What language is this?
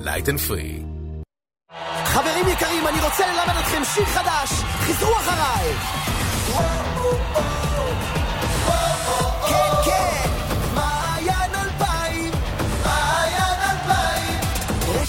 Hebrew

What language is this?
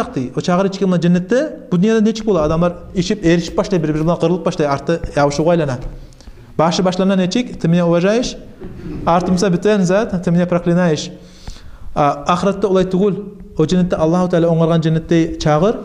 Kumyk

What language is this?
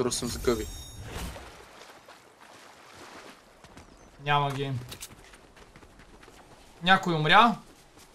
Bulgarian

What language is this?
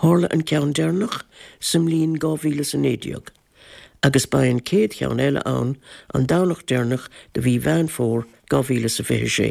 Irish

